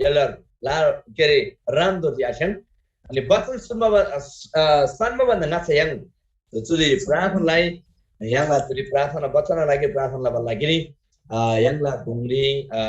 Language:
Eastern Tamang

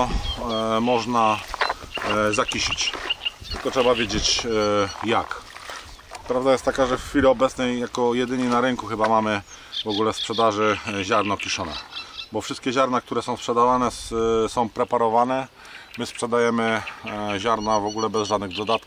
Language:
Polish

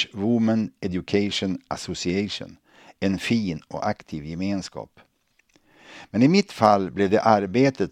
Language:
Swedish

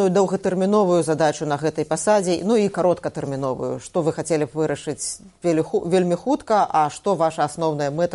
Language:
Belarusian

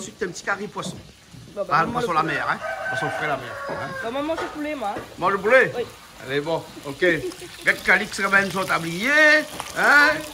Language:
Réunion Creole French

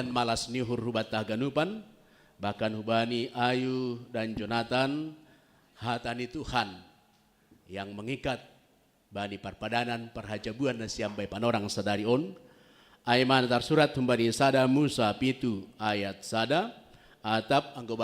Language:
Batak Simalungun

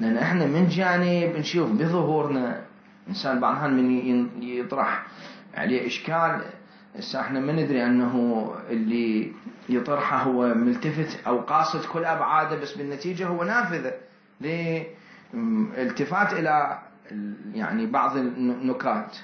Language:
Mesopotamian Arabic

